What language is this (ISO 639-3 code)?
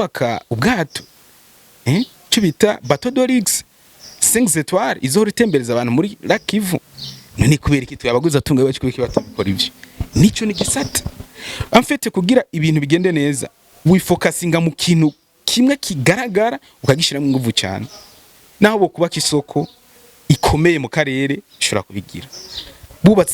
run